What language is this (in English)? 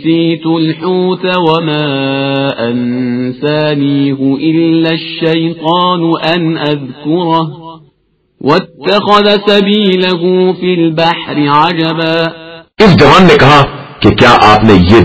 Urdu